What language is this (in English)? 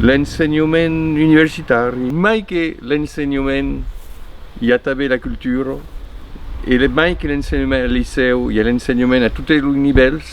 Occitan